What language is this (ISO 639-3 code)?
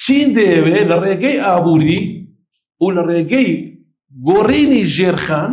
ckb